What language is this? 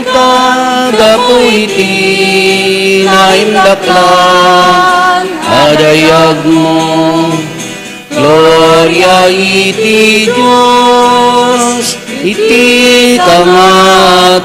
Iloko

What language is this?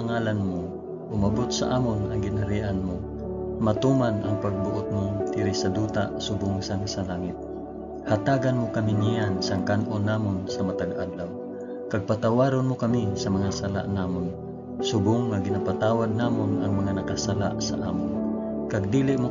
Hiligaynon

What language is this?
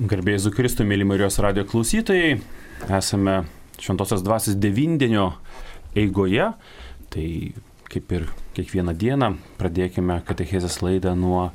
Lithuanian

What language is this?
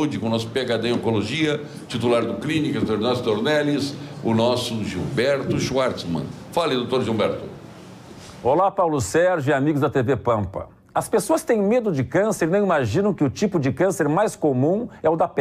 Portuguese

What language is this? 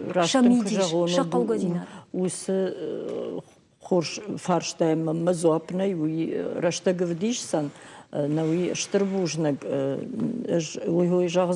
Ossetic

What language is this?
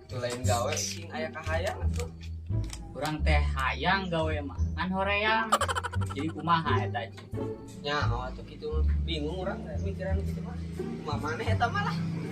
Sundanese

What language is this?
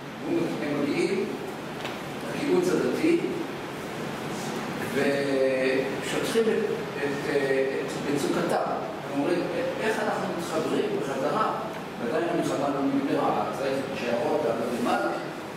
Hebrew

